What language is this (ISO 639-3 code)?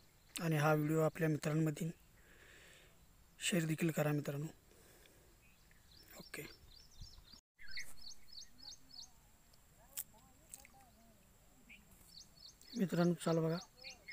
mar